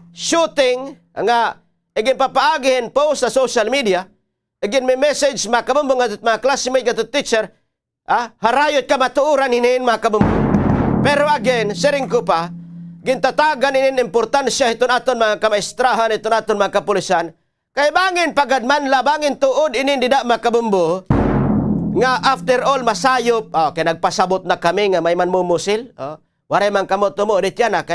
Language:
Waray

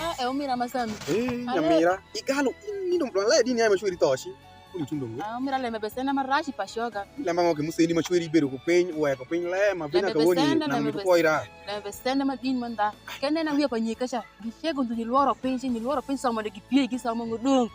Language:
Alur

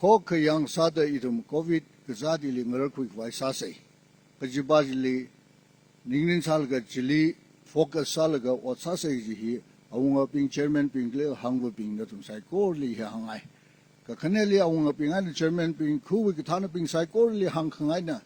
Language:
Tangkhul Naga (India)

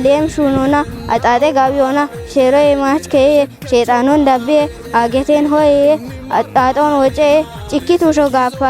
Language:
Kafa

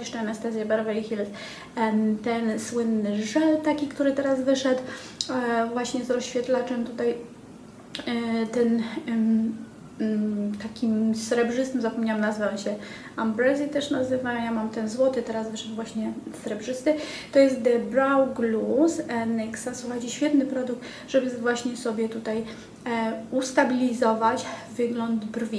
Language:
Polish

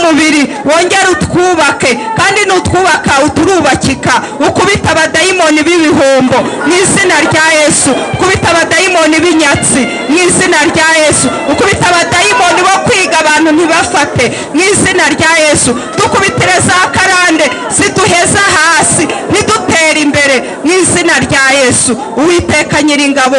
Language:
Kinyarwanda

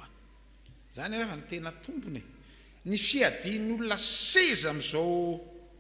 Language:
Malagasy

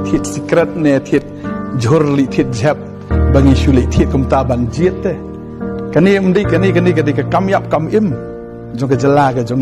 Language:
Khasi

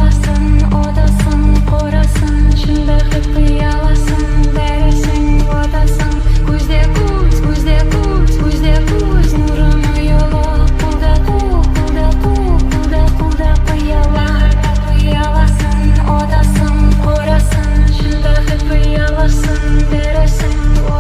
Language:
Kara-Kalpak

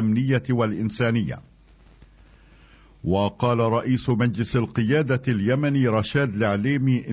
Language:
Arabic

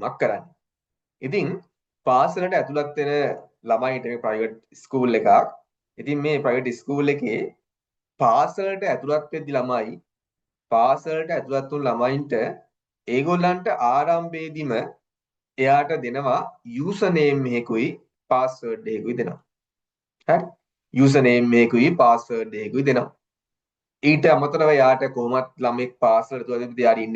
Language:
Sinhala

